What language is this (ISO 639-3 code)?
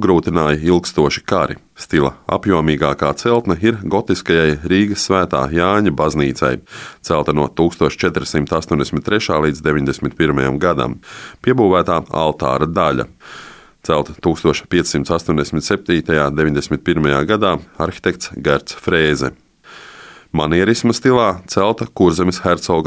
lav